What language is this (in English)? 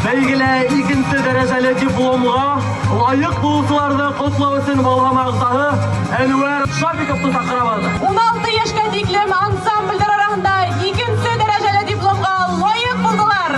Bashkir